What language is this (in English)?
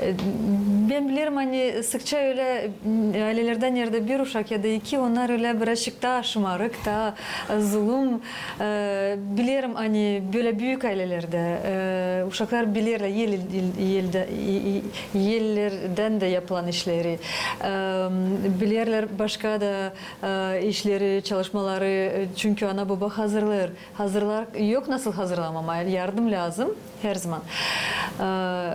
Gagauz